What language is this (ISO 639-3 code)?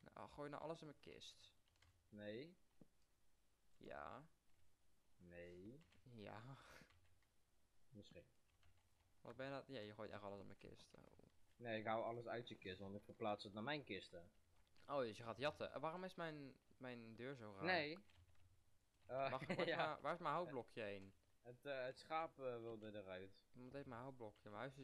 nld